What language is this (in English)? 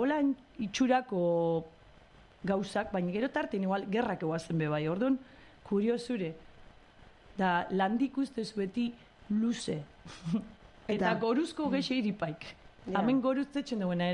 Basque